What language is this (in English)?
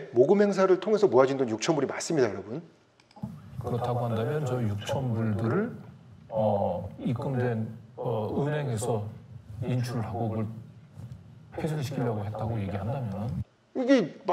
Korean